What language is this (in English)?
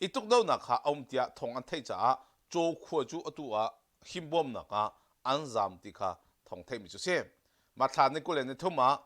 Hakha Chin